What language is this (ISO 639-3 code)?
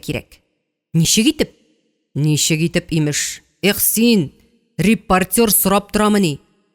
tat